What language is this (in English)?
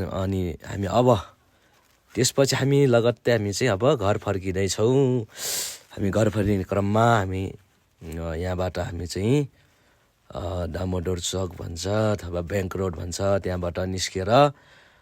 Nepali